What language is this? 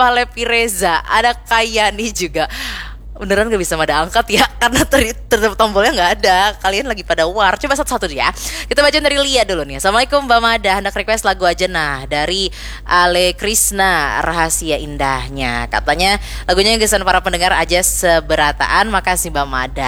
Indonesian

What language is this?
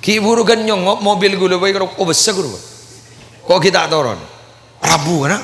Madurese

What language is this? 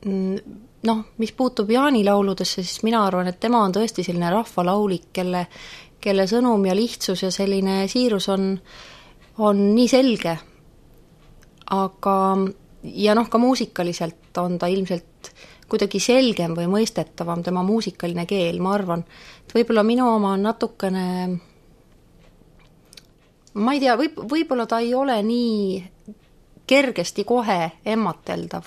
Estonian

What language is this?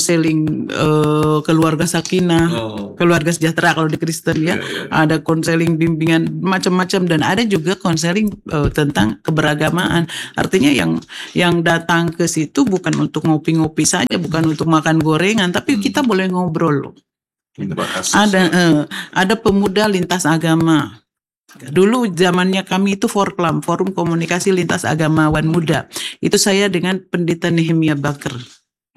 Indonesian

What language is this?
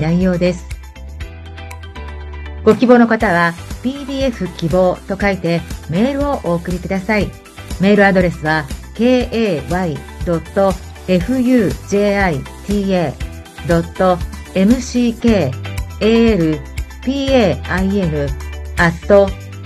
Japanese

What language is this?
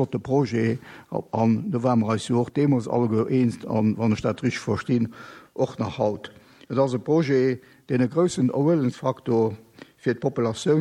Luxembourgish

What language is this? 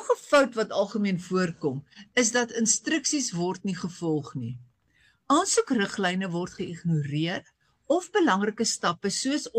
Afrikaans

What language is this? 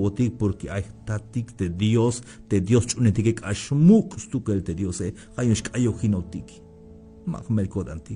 Tzeltal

